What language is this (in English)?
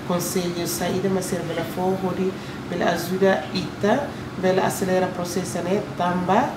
Tetum